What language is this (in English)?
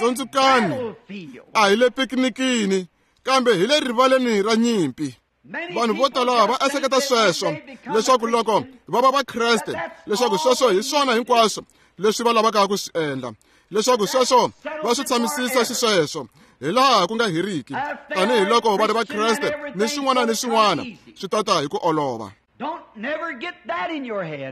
Tsonga